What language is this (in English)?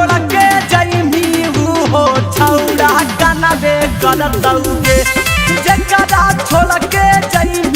Magahi